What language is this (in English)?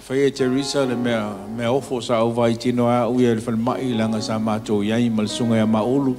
Samoan